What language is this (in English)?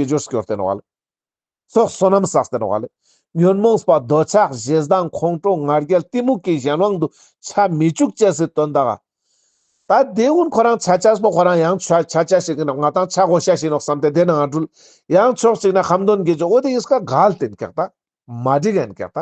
Ladakhi